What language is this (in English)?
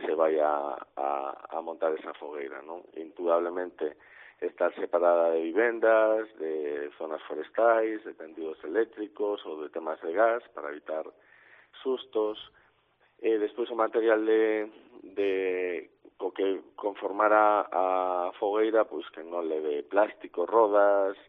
Galician